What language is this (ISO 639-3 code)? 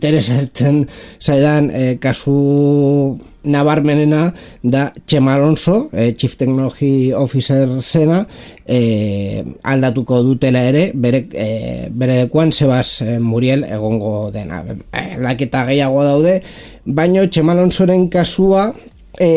eus